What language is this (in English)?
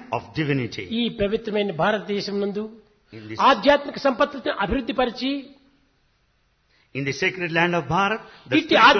Telugu